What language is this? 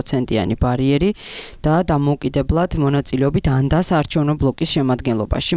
Georgian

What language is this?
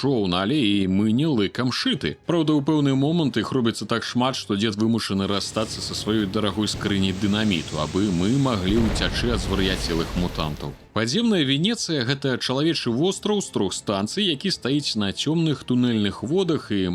Belarusian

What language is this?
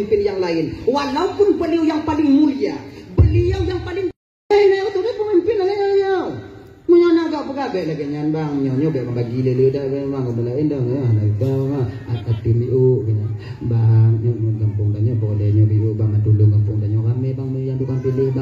Achinese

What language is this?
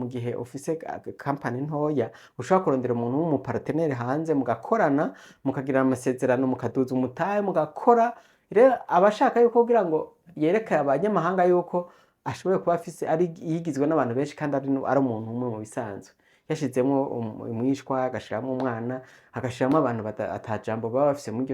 Rundi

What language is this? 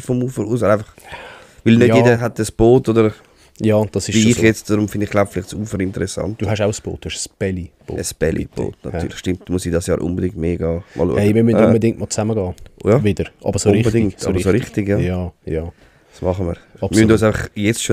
Swiss German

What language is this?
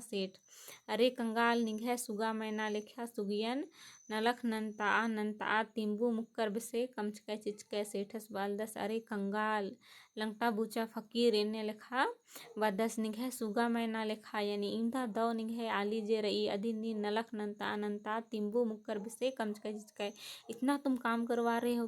Kurukh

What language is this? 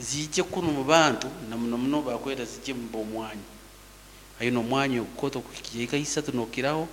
Nyankole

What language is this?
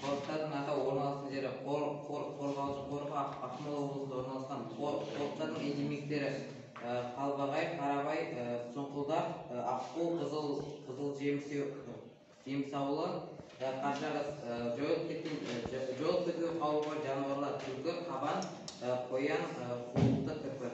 Kazakh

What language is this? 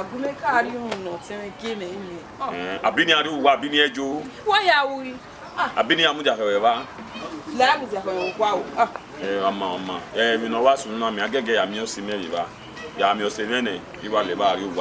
Bini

